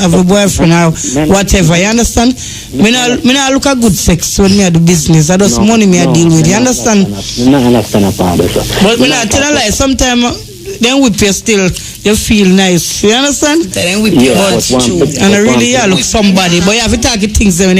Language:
Jamaican Creole English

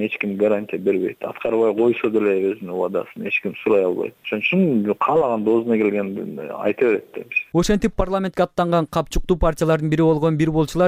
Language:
Kyrgyz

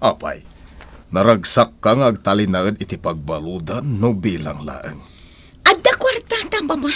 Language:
Iloko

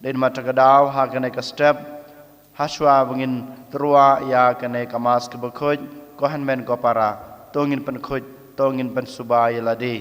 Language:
Khasi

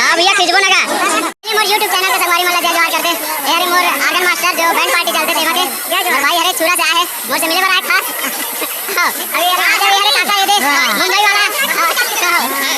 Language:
Chhattisgarhi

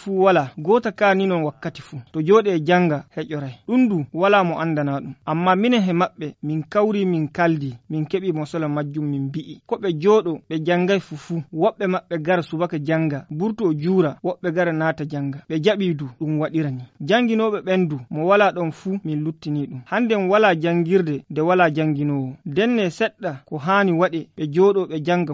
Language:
Nigerian Fulfulde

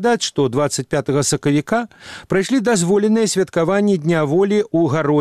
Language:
Belarusian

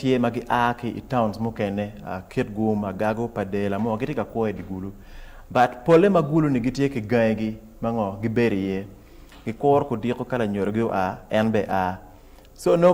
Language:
Acoli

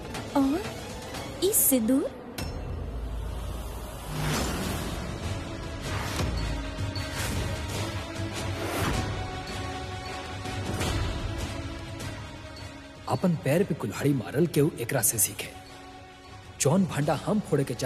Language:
Bhojpuri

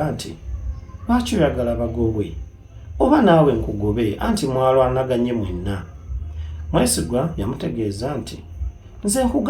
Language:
Ganda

